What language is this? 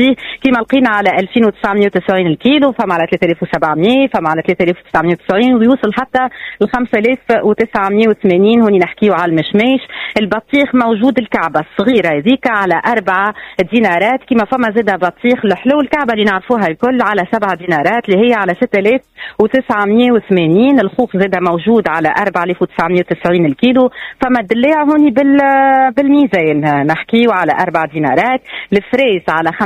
Tunisian Arabic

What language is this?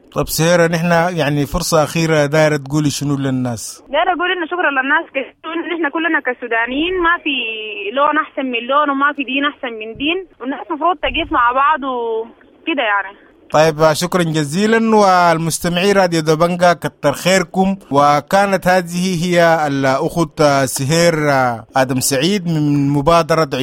Sudanese Arabic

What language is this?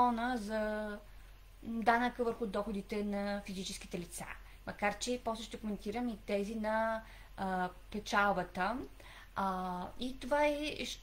Bulgarian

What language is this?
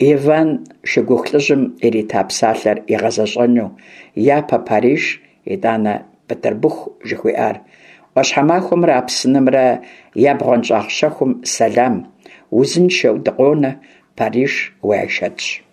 Kabardian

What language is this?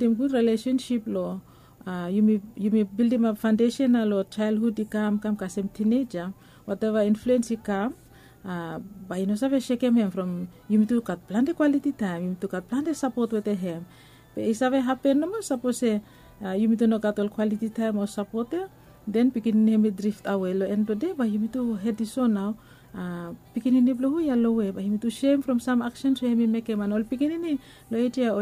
Bislama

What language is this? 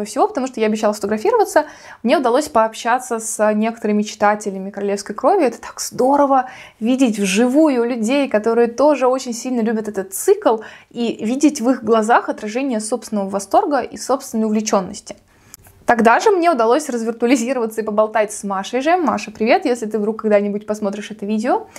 Russian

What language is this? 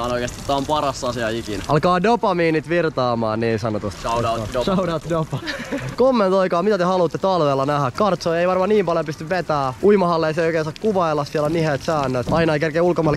Finnish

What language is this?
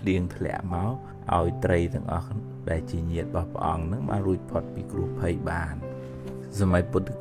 Khmer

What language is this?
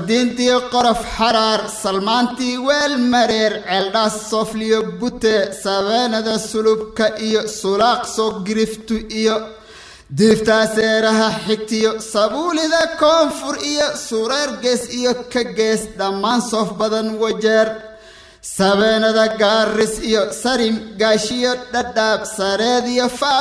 Somali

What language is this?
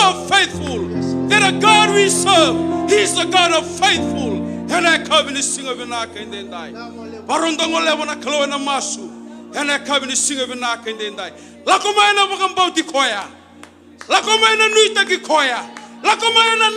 Fijian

